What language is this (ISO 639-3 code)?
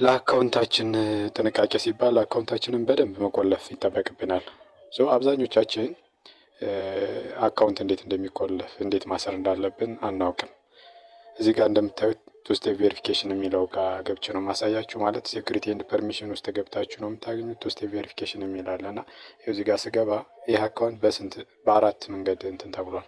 amh